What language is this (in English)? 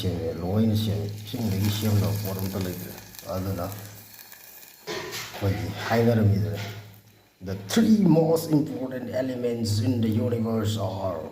Manipuri